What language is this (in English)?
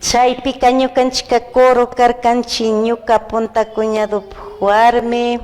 Chimborazo Highland Quichua